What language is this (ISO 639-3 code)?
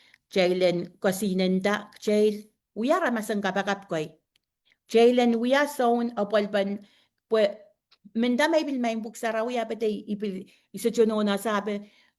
pon